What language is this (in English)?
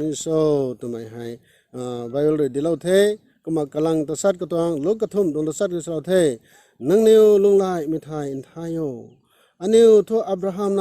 Rongmei Naga